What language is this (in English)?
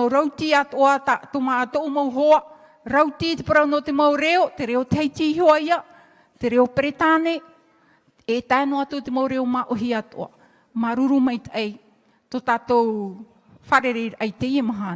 Tahitian